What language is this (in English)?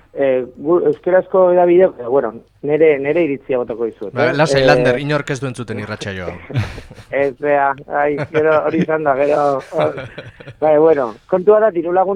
Basque